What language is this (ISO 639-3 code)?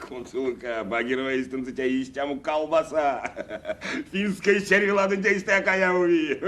myv